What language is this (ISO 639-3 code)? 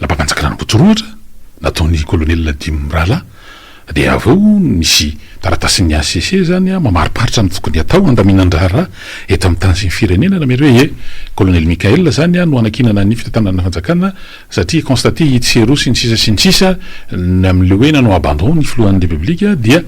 mlg